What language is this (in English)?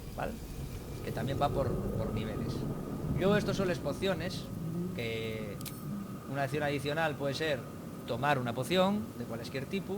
Asturian